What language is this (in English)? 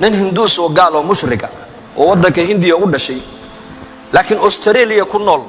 Somali